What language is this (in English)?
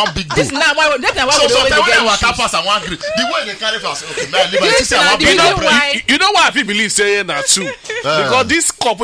Nigerian Pidgin